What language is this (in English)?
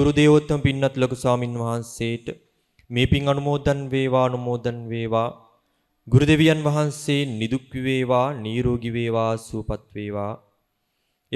Sinhala